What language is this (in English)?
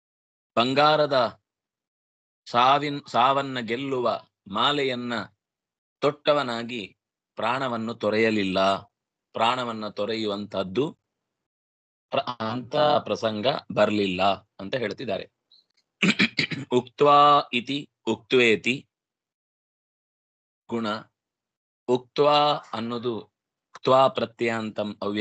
Kannada